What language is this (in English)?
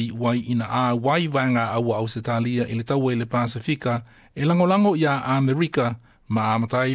Samoan